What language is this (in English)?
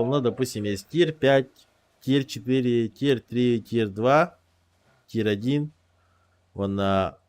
Yakut